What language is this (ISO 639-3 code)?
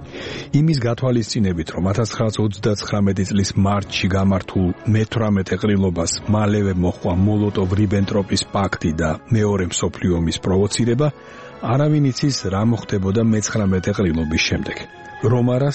kat